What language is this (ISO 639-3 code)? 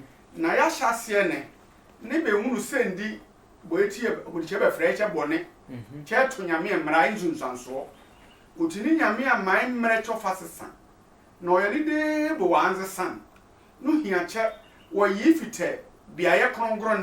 sfw